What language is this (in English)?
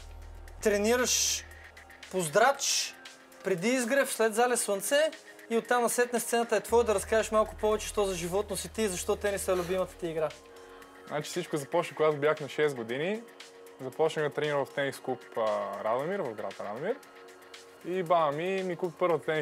Bulgarian